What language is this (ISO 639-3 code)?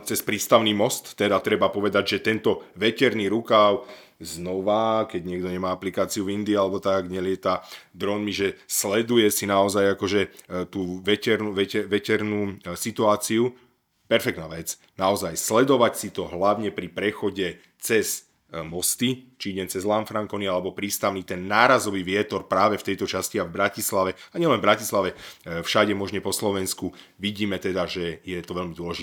slk